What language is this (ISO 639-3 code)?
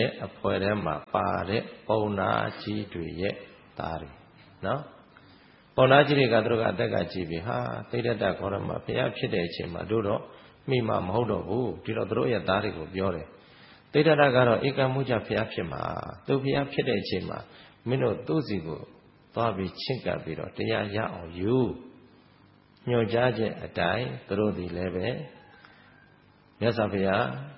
mya